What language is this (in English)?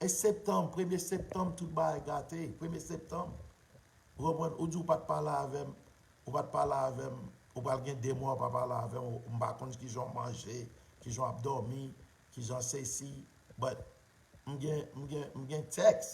Haitian Creole